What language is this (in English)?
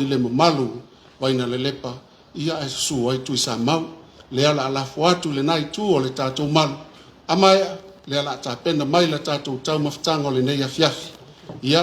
Samoan